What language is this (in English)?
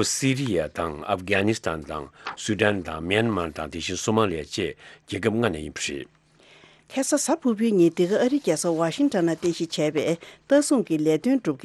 Tibetan